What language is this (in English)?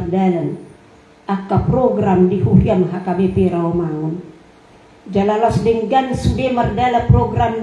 Batak Toba